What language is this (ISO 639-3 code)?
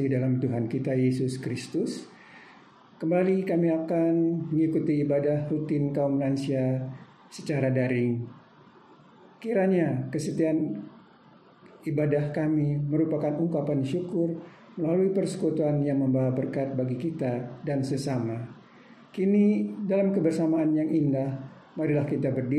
ind